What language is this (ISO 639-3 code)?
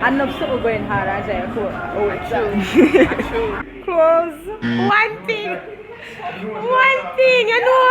jam